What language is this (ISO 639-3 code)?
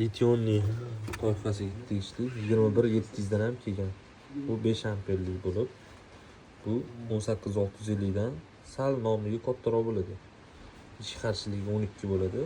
uzb